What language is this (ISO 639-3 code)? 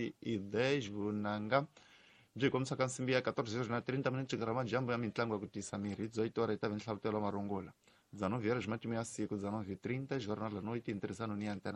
tso